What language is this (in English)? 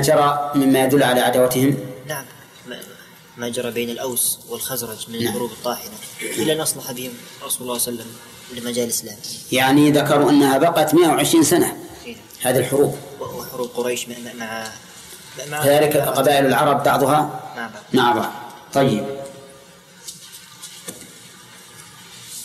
Arabic